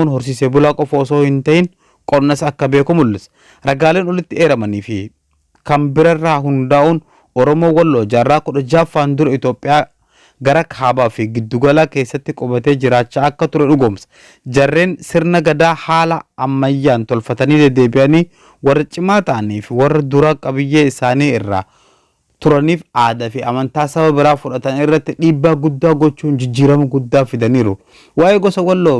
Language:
Oromo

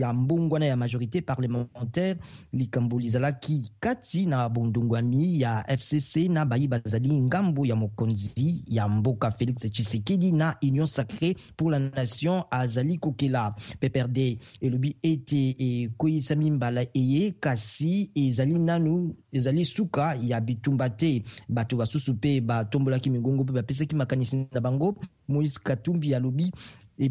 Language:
Lingala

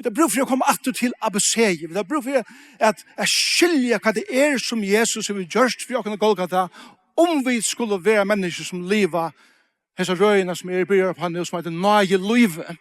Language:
Faroese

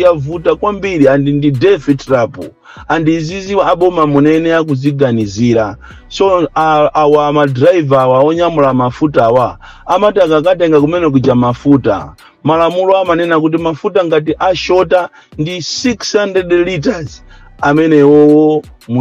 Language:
Nyanja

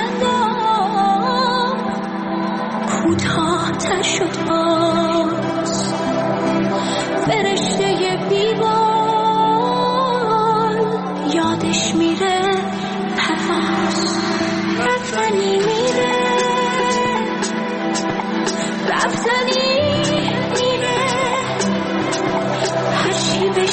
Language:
Persian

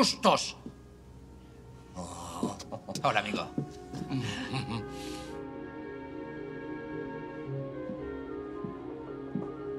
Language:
Spanish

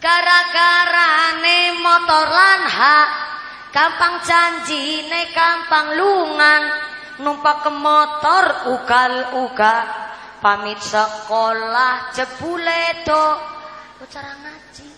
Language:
Javanese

